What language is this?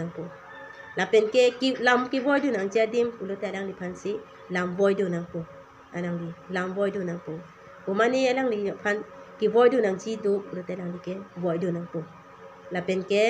Karbi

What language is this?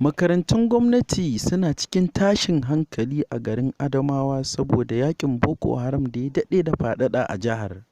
Hausa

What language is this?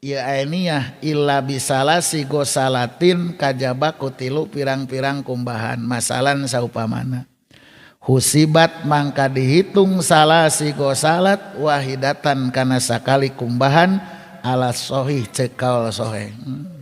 Sundanese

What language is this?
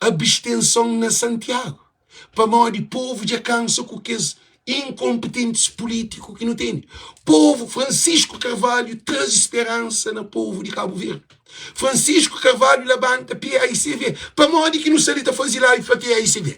Kabuverdianu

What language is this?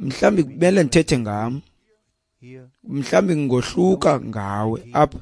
Xhosa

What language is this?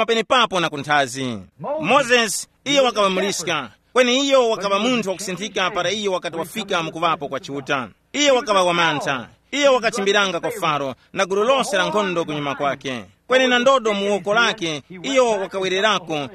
Tumbuka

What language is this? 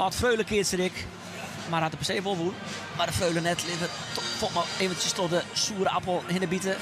Western Frisian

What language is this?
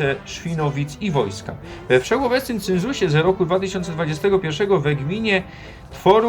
Silesian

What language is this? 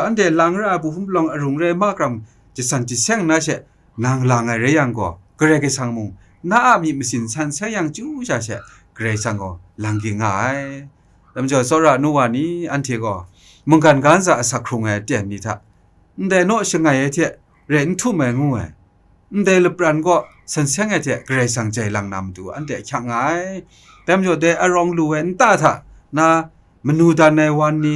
Kachin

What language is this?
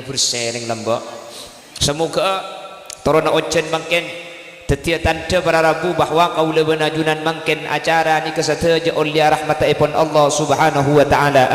Madurese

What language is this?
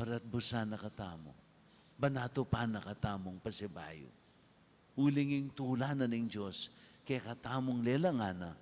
Pampanga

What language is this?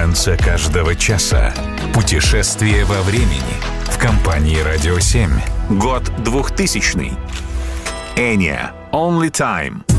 Russian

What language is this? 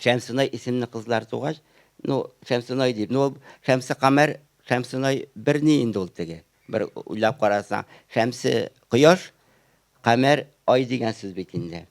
Tatar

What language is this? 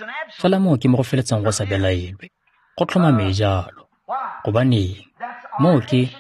Tswana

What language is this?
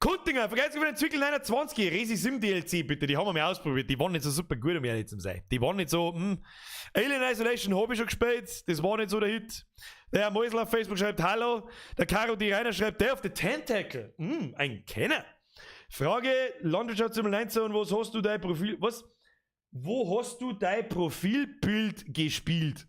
Bavarian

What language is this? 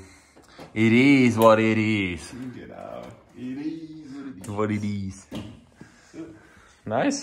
Swiss German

